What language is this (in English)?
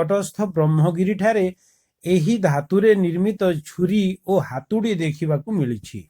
Odia